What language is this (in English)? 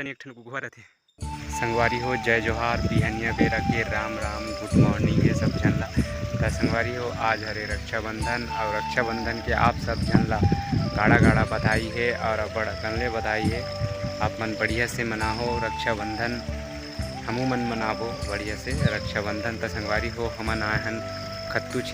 Chhattisgarhi